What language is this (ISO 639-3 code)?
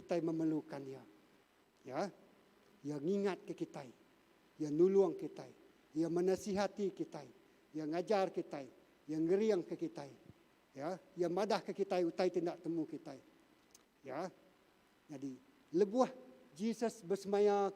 iba